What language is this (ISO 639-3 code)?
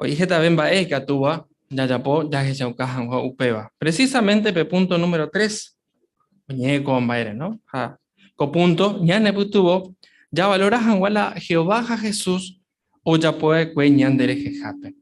grn